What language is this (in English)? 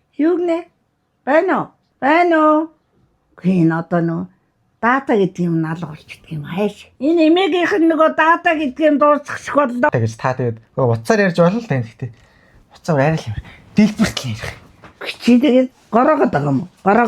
Mongolian